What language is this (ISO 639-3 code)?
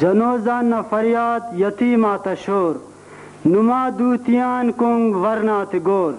brh